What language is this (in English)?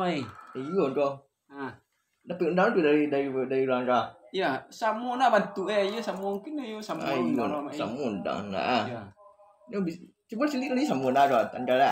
Minangkabau